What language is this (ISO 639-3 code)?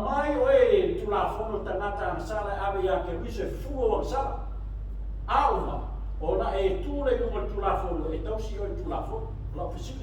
smo